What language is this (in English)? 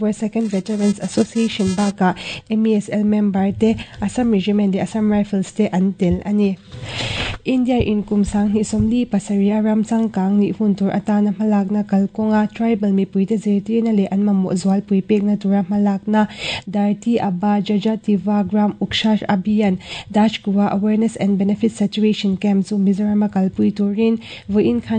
Mizo